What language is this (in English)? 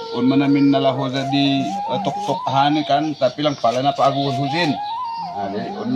Batak Simalungun